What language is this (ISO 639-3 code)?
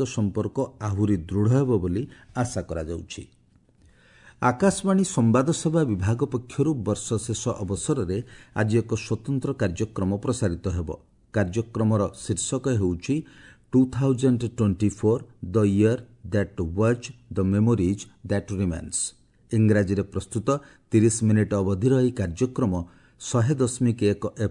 ori